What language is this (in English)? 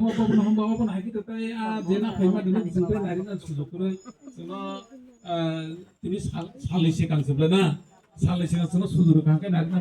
Kok Borok